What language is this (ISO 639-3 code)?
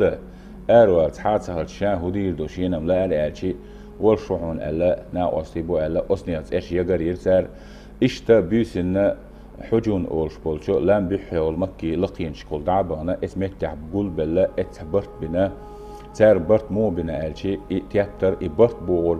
che